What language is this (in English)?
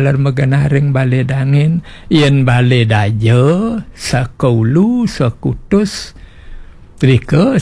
Balinese